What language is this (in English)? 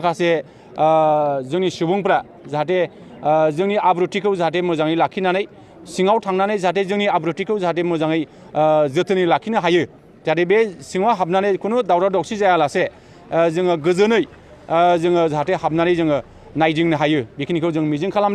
Bodo